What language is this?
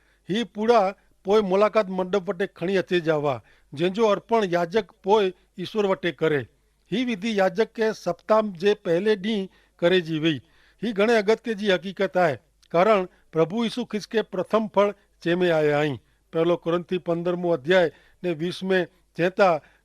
Kachhi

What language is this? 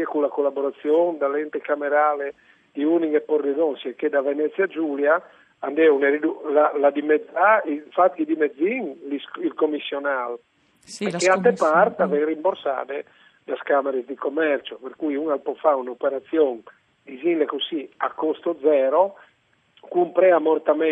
Friulian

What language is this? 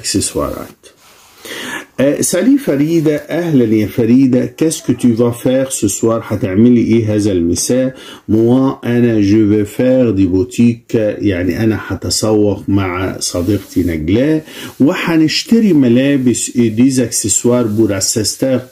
Egyptian Arabic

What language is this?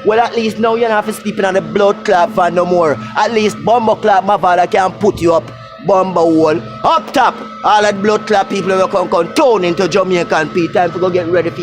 Jamaican Creole English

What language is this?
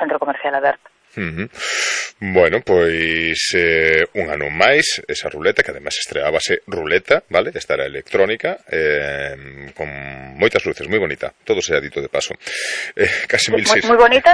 Galician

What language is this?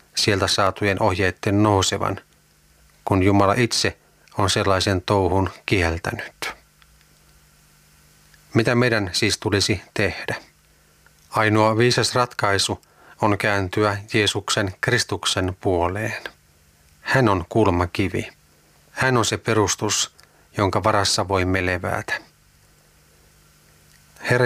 Finnish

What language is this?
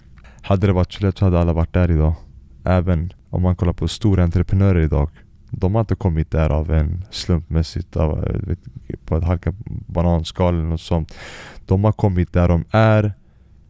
Swedish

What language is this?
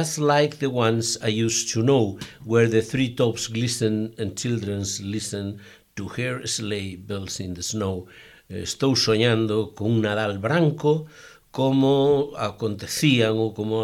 Galician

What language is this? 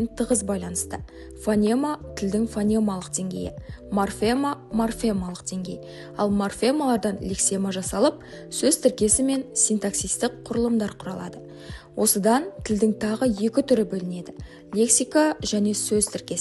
Kazakh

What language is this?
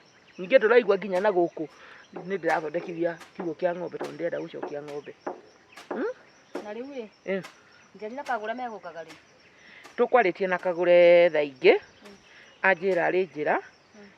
Kikuyu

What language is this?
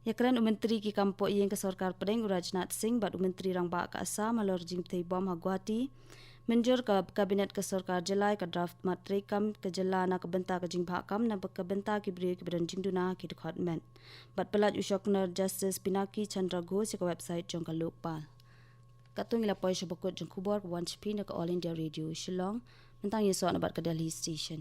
Khasi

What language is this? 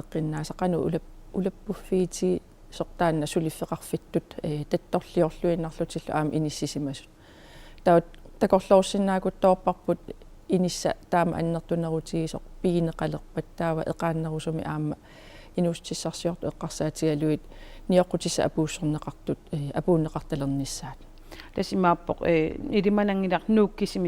Kalaallisut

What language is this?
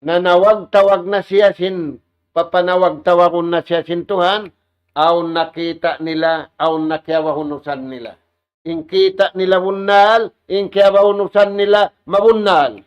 Tausug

